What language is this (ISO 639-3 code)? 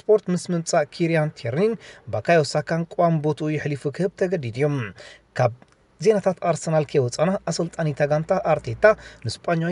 tir